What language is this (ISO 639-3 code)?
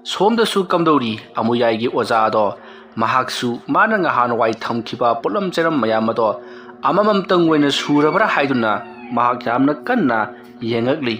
mni